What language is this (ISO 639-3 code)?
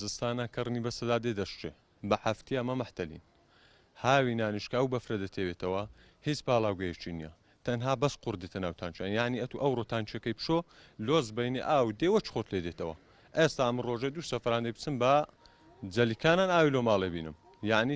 ckb